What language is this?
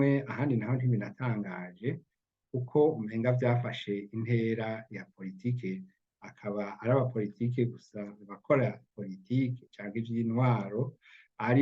Rundi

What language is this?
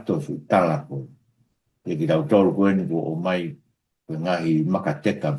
Tongan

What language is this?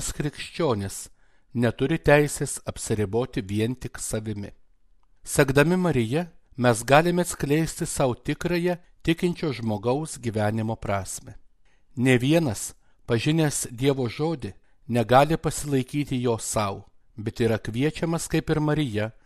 Lithuanian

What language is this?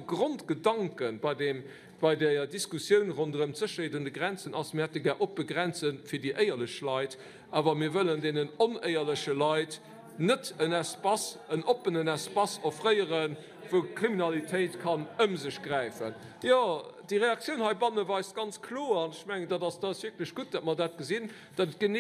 Luxembourgish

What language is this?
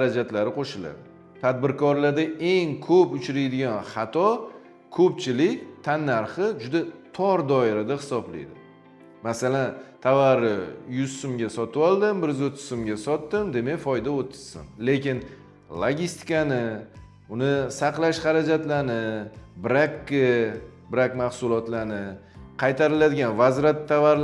Uzbek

